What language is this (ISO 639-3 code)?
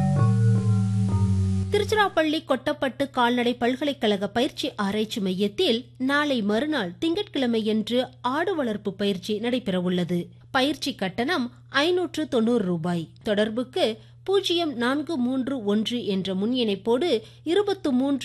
tam